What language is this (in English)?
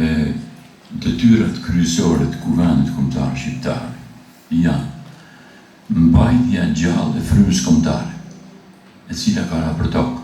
Albanian